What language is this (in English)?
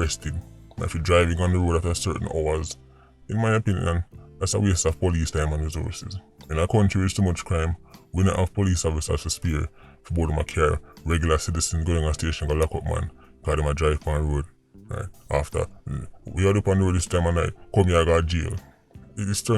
Jamaican Creole English